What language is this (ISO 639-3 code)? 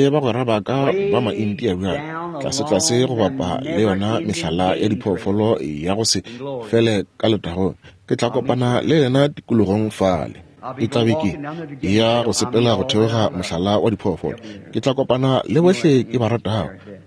nso